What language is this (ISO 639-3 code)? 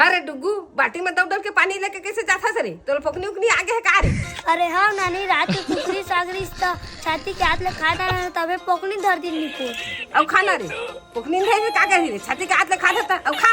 hne